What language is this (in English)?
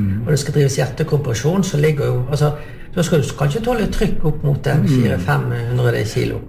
Norwegian